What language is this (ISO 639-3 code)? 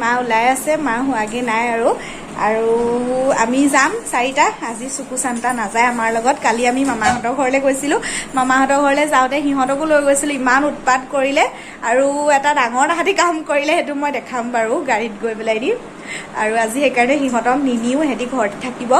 asm